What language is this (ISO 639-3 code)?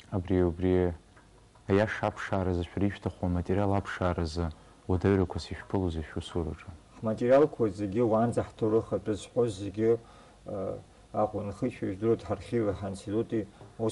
abk